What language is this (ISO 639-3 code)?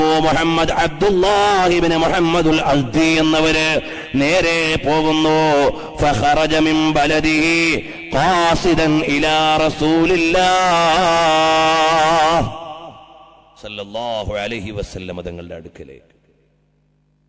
mal